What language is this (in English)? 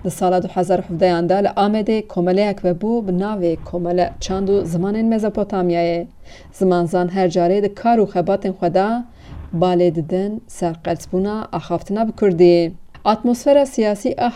Kurdish